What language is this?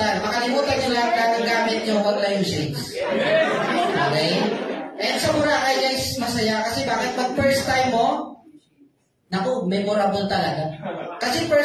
Filipino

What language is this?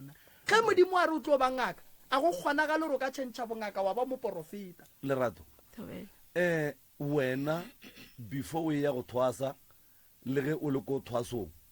Northern Sotho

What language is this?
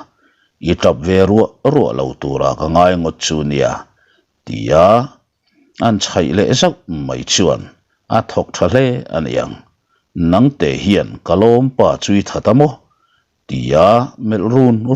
Mizo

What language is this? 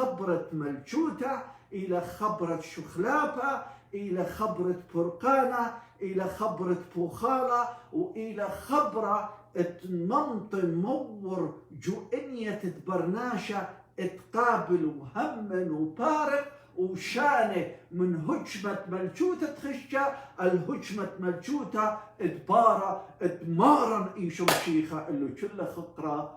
Assyrian Neo-Aramaic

